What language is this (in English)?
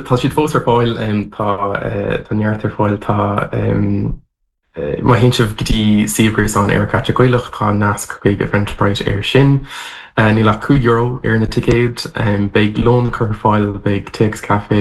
Irish